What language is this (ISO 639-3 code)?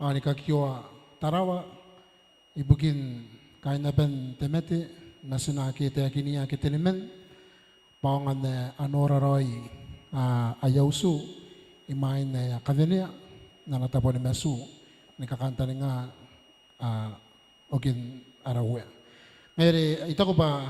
gil